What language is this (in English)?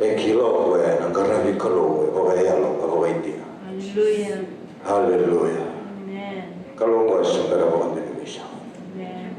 Fijian